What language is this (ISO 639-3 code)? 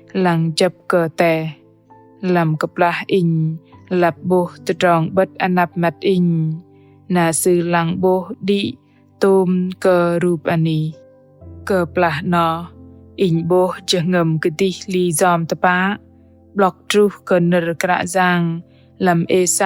bdq